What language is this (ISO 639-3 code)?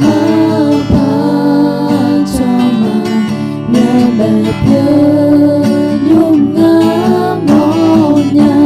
ahk